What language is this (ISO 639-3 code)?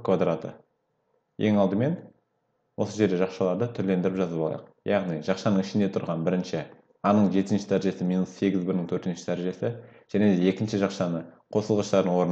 kaz